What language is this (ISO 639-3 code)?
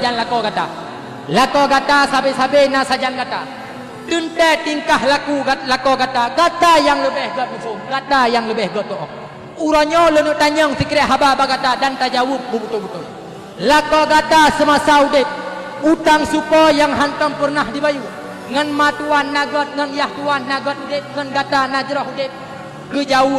ace